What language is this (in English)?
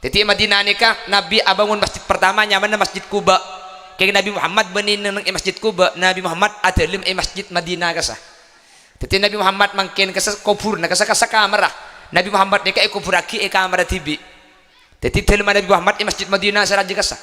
Madurese